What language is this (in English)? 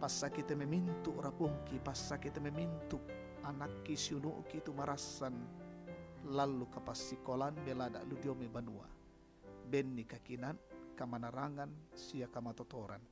Toraja-Sa'dan